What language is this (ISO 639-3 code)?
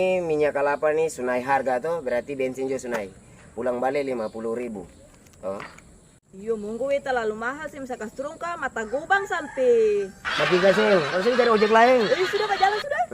abs